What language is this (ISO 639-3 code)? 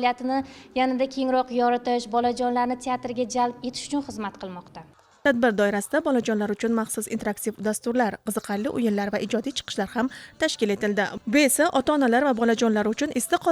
uzb